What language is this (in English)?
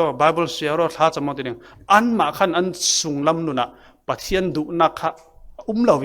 Falam Chin